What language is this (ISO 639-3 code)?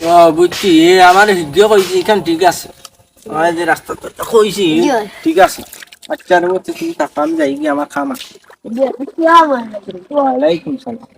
syl